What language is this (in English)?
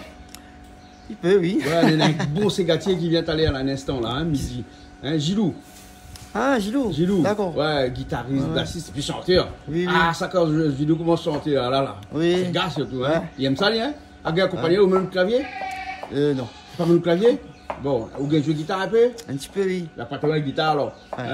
Réunion Creole French